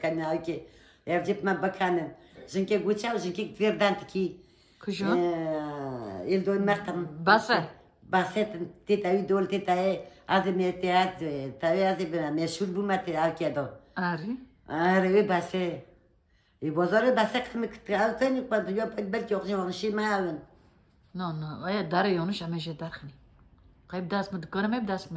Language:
Kurdish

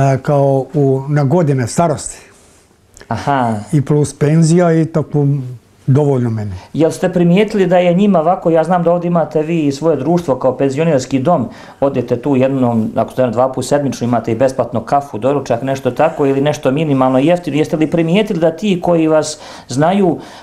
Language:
Bosnian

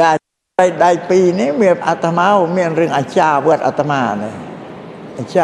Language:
Khmer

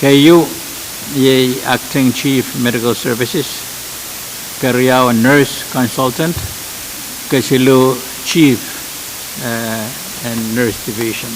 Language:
Pohnpeian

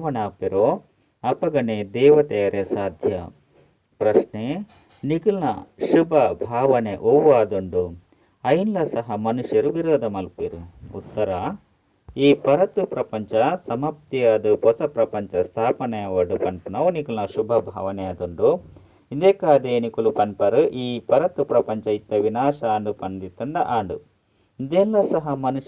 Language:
Tulu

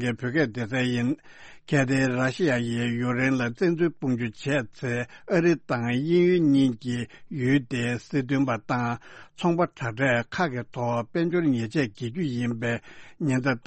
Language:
Tibetan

